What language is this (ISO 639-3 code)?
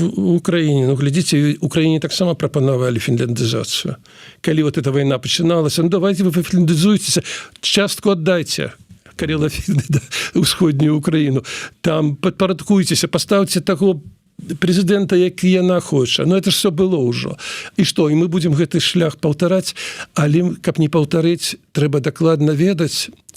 bel